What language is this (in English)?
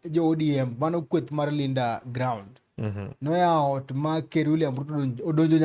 Luo (Kenya and Tanzania)